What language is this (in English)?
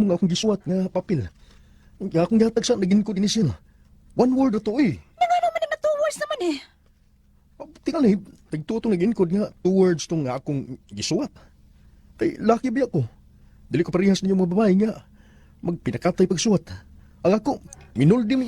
Cebuano